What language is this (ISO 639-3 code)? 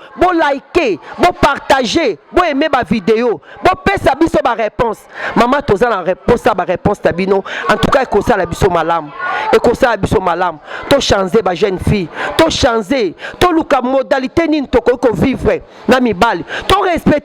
lin